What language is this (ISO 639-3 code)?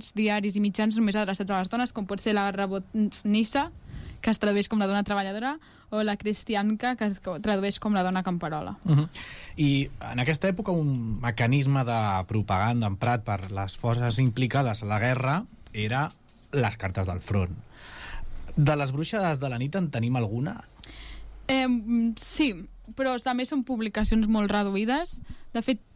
cat